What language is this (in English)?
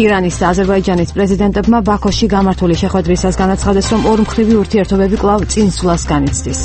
Georgian